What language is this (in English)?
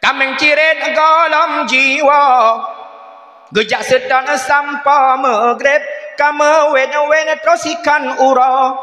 Achinese